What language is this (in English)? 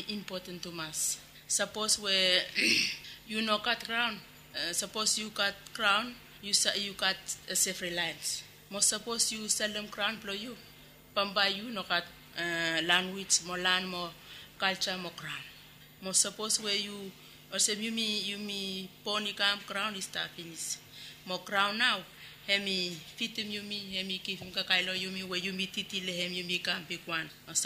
Bislama